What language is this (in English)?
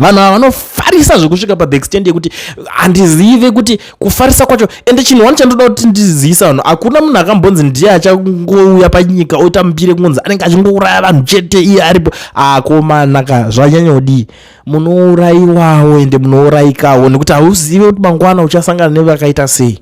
Shona